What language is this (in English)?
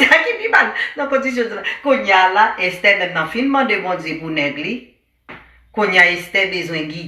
Haitian Creole